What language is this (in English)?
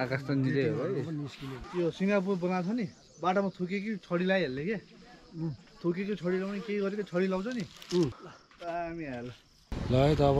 Nepali